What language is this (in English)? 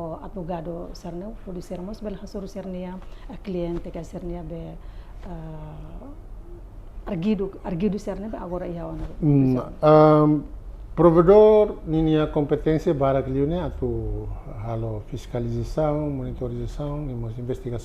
Tetum